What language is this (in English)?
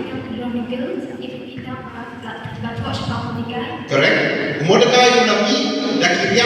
Khasi